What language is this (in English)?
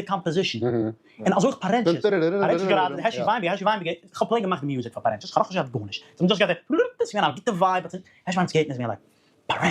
Yiddish